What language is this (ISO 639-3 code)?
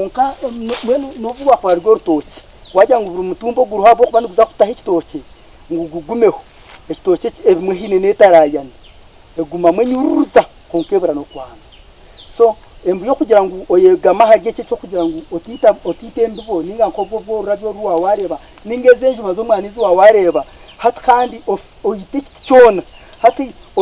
nyn